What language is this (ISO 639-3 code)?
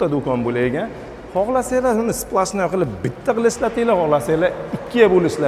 uzb